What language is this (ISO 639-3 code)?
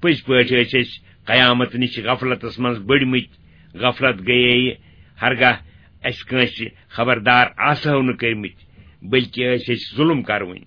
kas